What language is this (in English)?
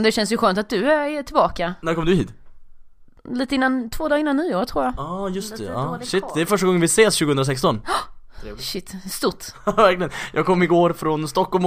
Swedish